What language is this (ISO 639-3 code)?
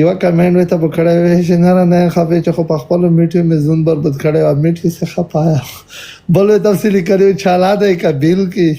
pus